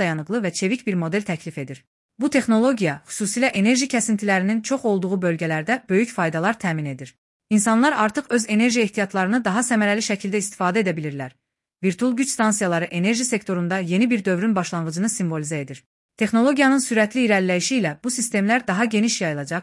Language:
Azerbaijani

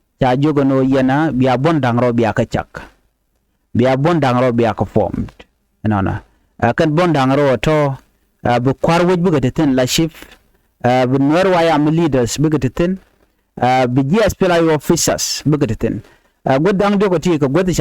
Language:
Nuer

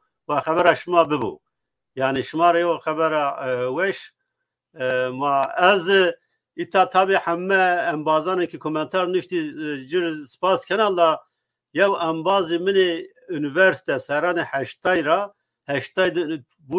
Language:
Zaza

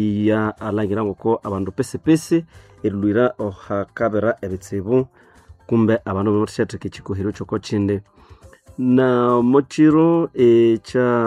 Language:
Nande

